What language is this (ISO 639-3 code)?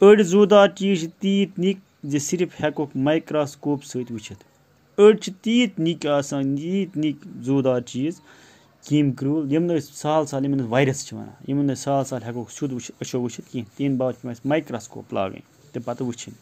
kas